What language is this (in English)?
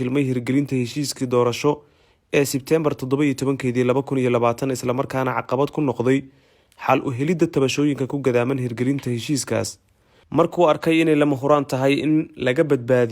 Somali